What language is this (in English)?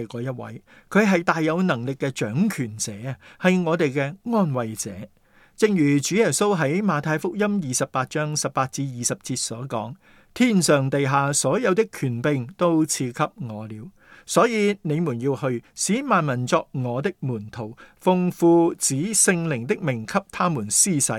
Cantonese